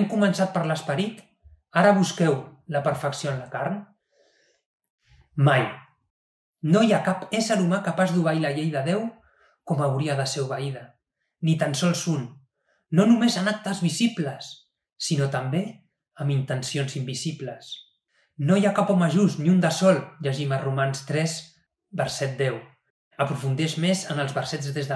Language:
Catalan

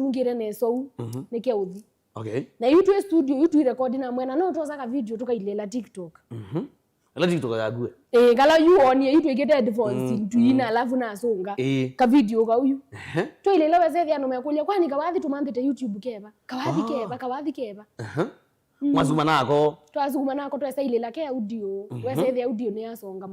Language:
Kamba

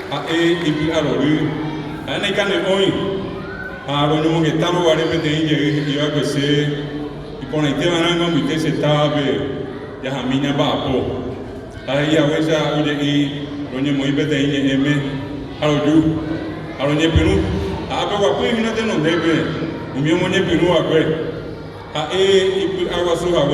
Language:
Guarani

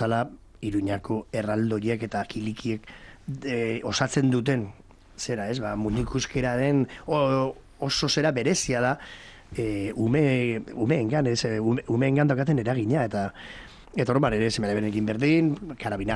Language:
Basque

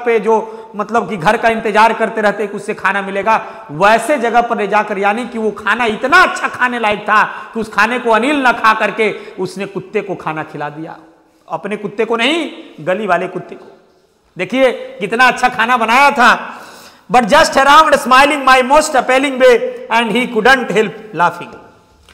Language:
Hindi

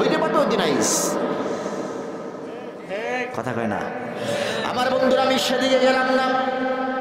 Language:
Bangla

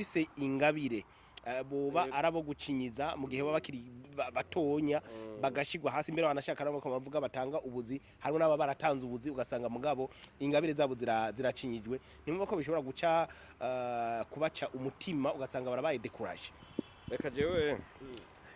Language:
Rundi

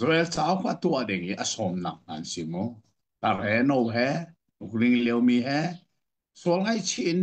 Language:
Hakha Chin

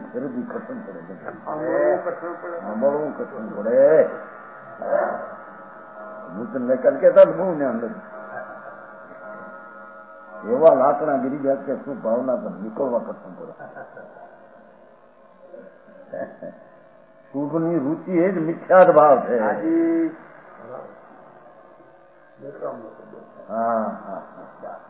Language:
Gujarati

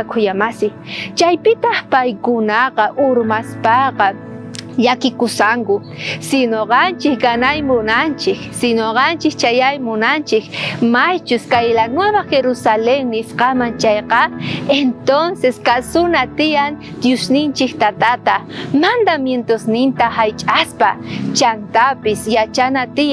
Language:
South Bolivian Quechua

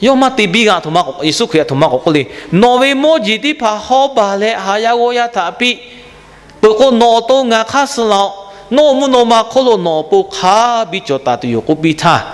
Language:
Lahu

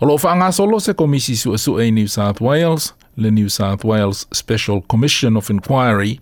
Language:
Samoan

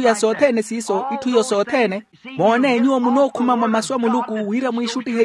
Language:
Makhuwa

